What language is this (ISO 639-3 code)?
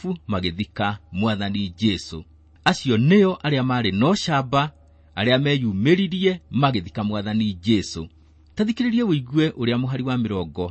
kik